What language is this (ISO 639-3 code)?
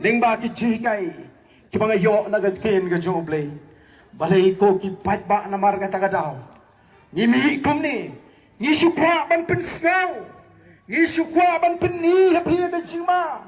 kha